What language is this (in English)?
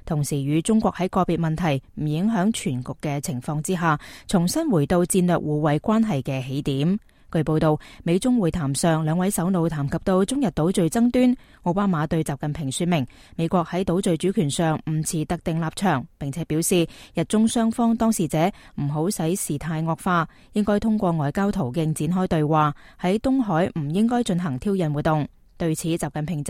Cantonese